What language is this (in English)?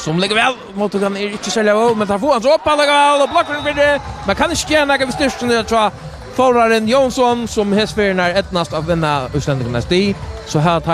Faroese